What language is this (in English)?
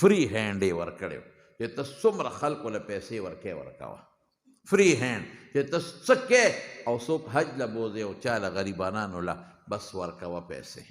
Pashto